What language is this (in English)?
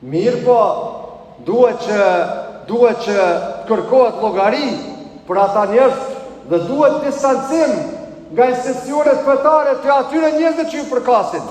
Albanian